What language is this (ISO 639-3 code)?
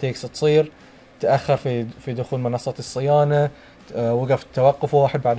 afb